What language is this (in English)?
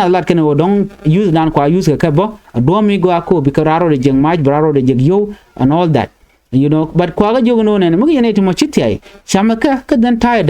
Nuer